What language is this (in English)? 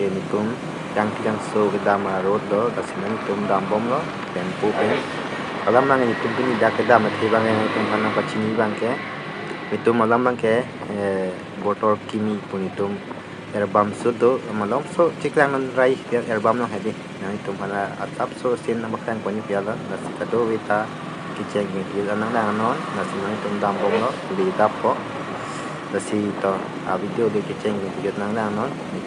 Karbi